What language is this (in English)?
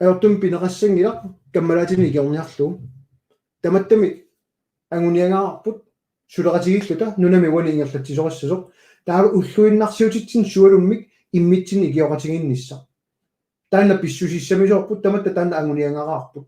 Kalaallisut